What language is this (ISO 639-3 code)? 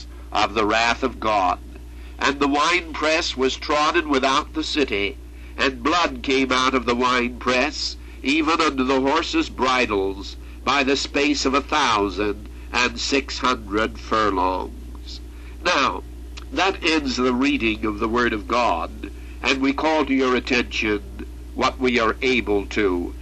eng